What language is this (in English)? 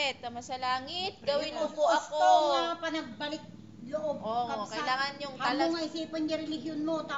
Filipino